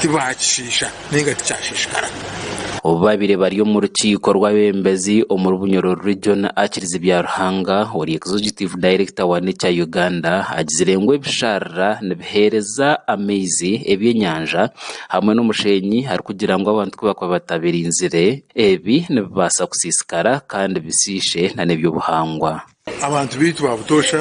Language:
Nyankole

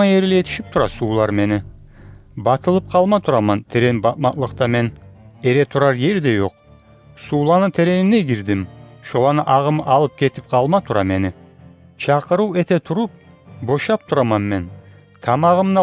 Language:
Kumyk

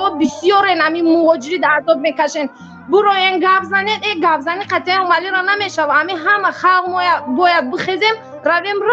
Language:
Tajik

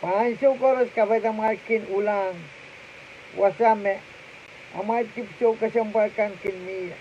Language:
Pohnpeian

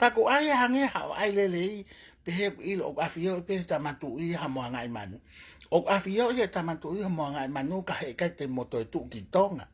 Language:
Tongan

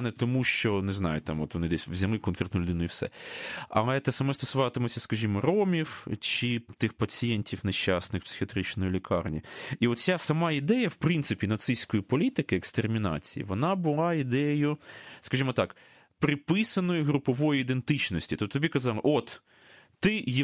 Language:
Ukrainian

